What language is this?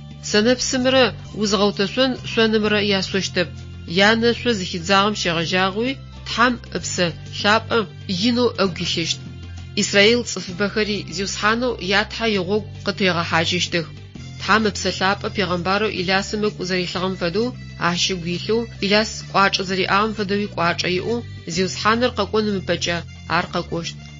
Adyghe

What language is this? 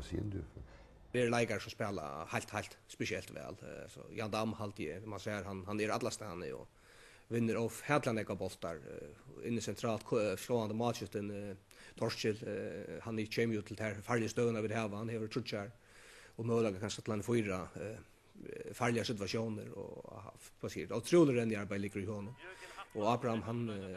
Faroese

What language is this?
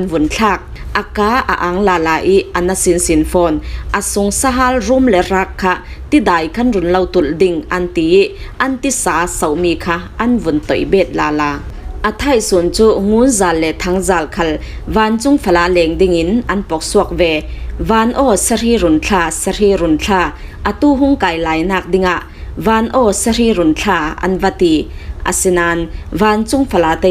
Falam Chin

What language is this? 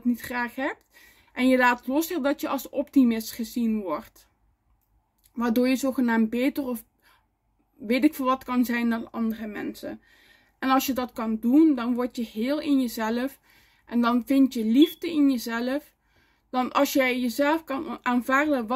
Dutch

